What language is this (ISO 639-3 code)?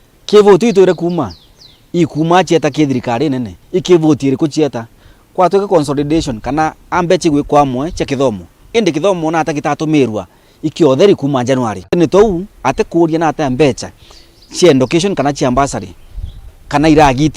mer